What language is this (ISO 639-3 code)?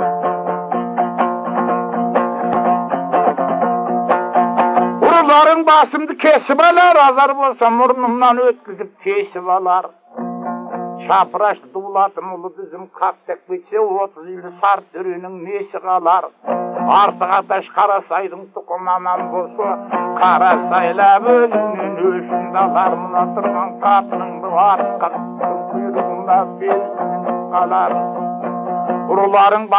kaz